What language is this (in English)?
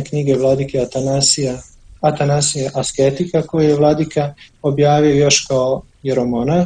Serbian